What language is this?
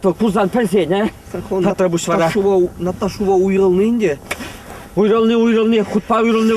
Chuvash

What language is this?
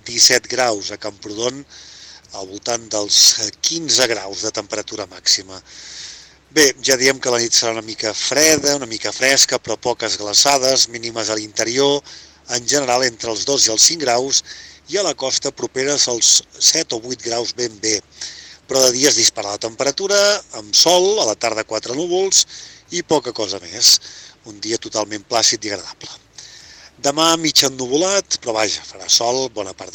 Catalan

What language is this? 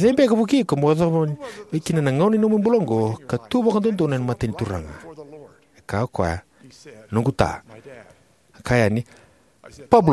Fijian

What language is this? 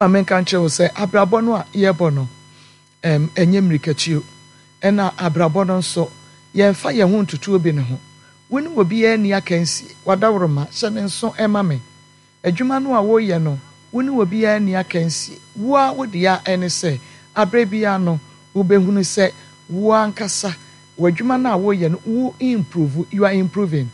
Akan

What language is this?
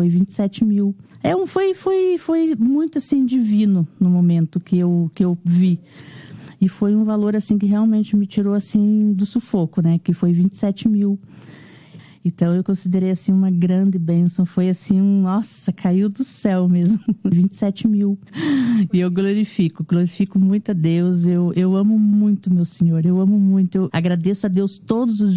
Portuguese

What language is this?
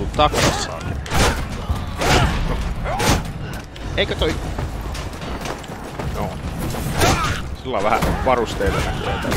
Finnish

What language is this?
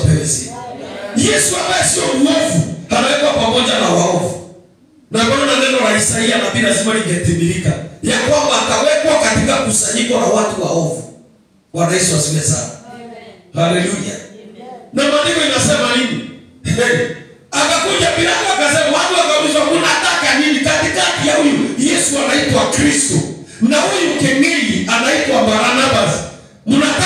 Swahili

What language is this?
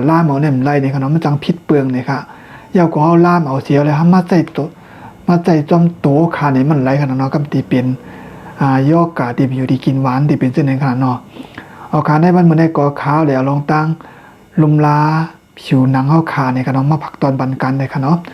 Shan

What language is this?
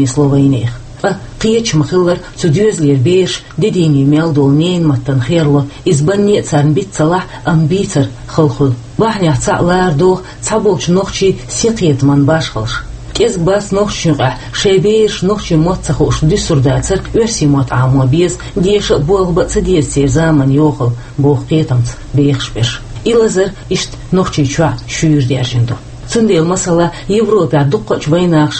Chechen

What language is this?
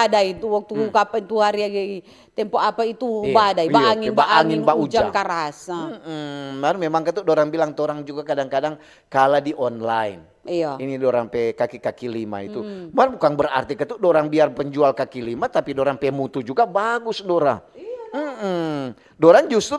Manado Malay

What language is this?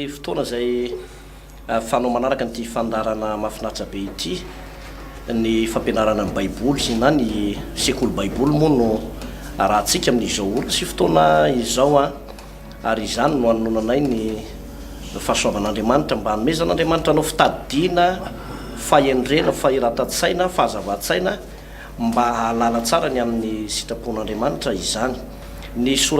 Malagasy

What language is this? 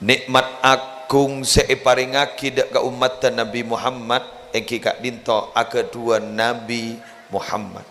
Madurese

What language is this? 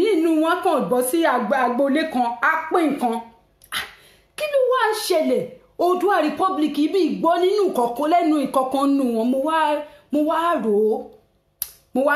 Yoruba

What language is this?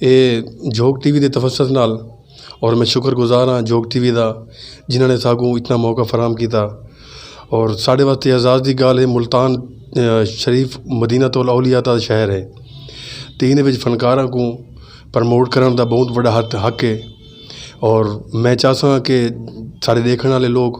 Saraiki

